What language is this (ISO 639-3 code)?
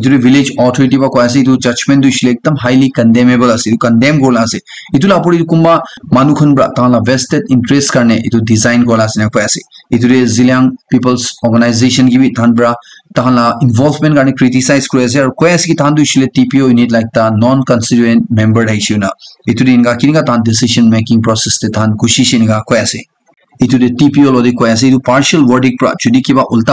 nag